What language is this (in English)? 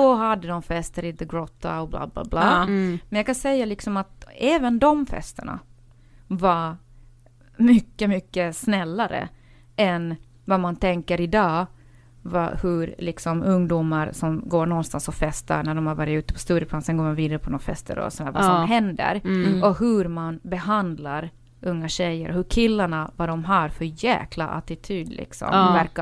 Swedish